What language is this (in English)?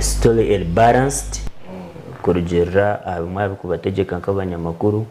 Nyankole